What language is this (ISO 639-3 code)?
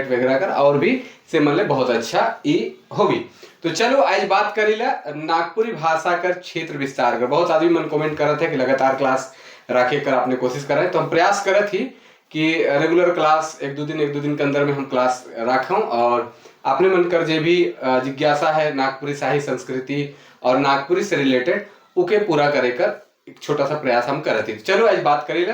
sck